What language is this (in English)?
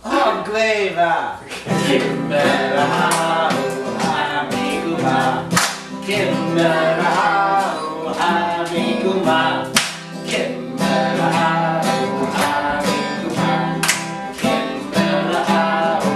Scottish Gaelic